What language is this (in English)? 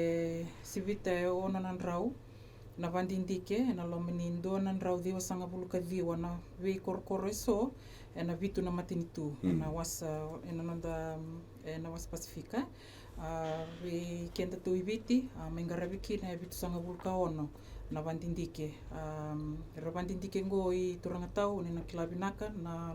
Fijian